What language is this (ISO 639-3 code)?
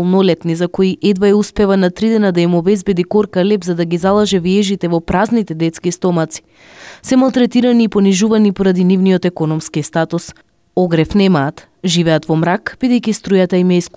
mkd